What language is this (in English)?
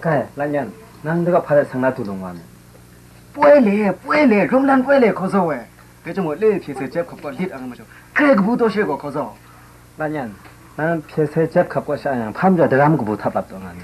Kachin